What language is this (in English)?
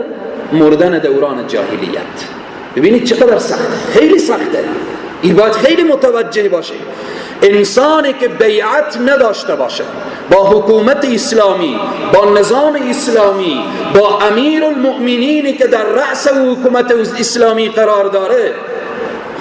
Persian